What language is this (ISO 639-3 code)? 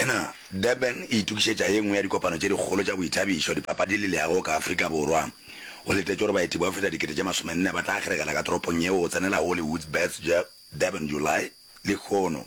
nso